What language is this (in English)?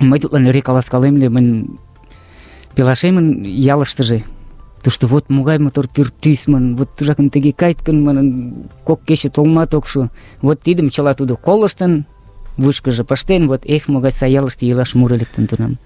Mari